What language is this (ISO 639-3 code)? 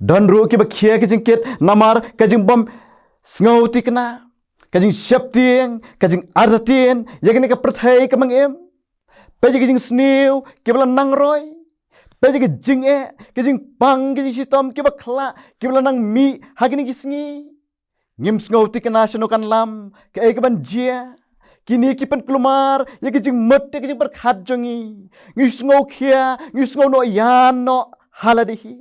kha